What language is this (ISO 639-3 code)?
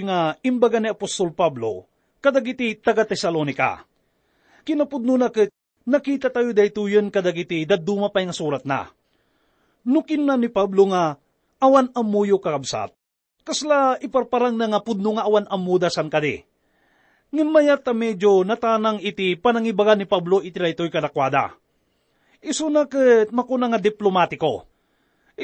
ilo